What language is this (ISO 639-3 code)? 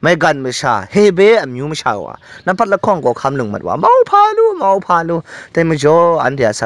kac